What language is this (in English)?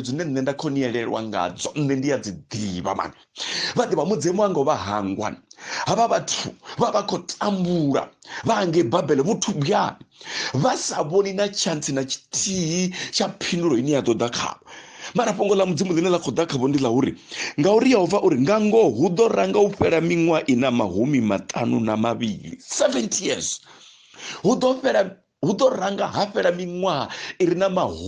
Venda